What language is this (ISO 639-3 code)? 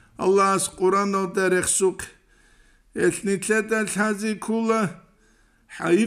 ava